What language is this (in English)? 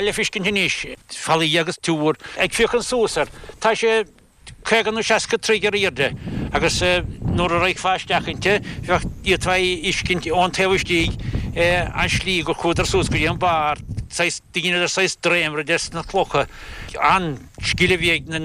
Irish